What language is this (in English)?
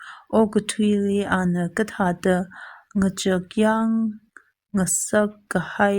Tangkhul Naga (India)